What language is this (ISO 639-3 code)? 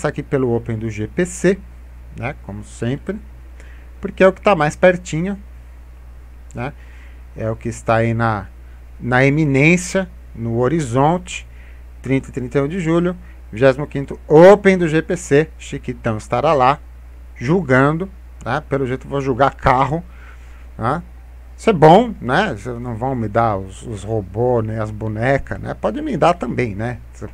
por